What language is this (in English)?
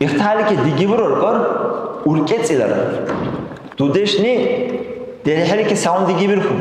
Dargwa